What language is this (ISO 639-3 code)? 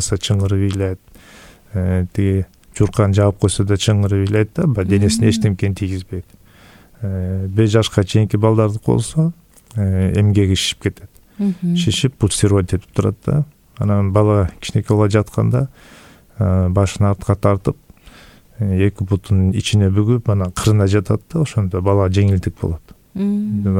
kir